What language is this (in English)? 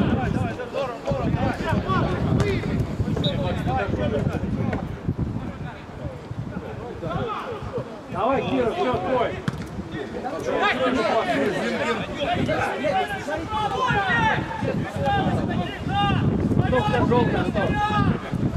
Russian